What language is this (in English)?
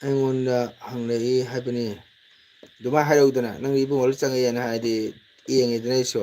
Manipuri